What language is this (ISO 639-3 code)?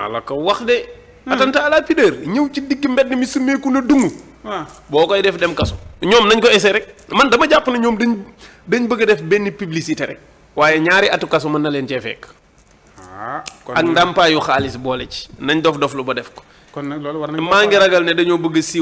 wol